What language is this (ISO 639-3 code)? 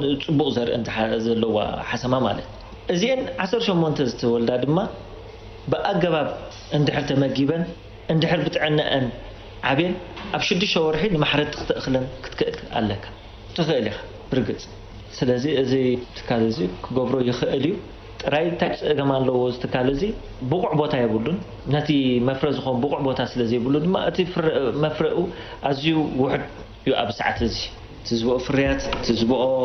tir